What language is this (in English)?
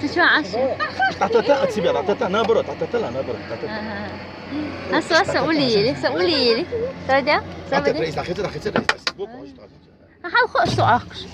Chechen